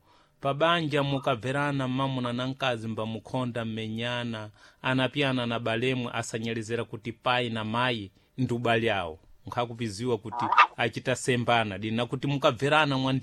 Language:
Sena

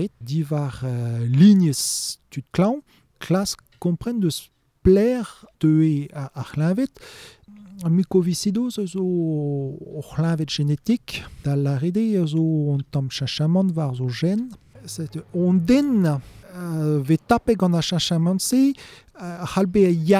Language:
Breton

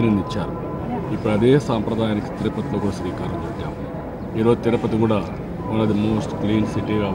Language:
Telugu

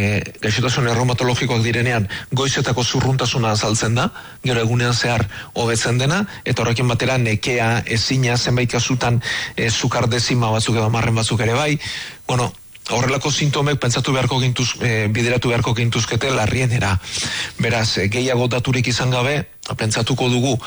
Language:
Basque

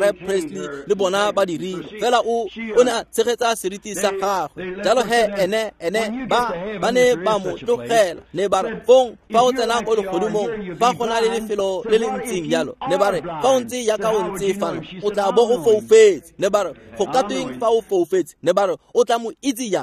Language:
Tswana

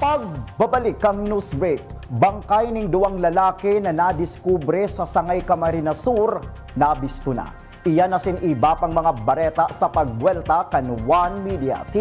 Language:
Bikol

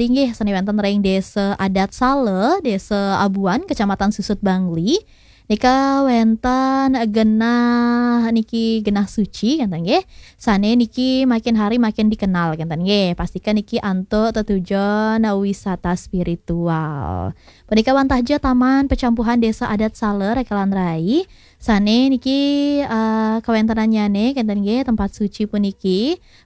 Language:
Balinese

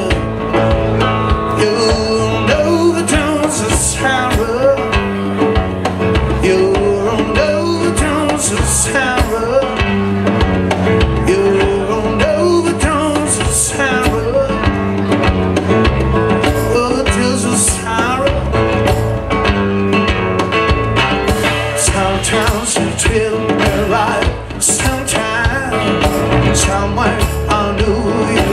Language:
English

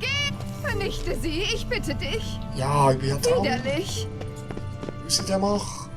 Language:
Swiss German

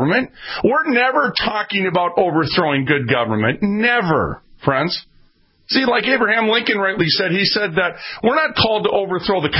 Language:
English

